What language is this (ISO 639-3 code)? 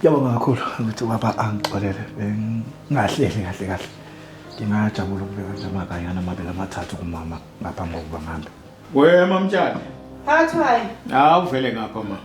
zul